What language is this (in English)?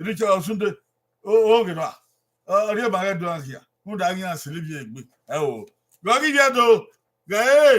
Bini